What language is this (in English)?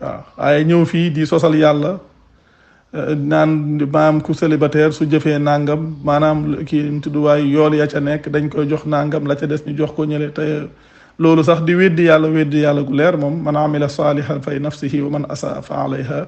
Wolof